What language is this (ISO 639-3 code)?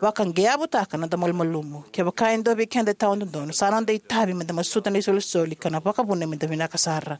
fij